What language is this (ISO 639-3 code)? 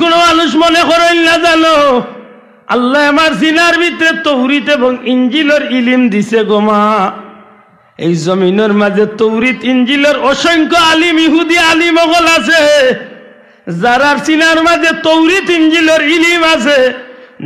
syl